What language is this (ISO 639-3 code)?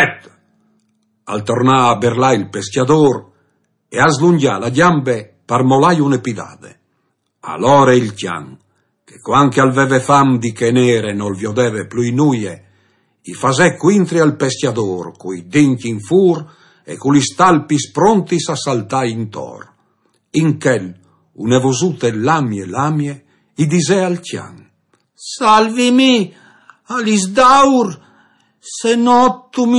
fur